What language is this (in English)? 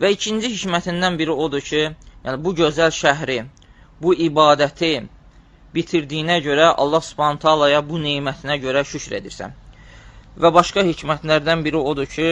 Azerbaijani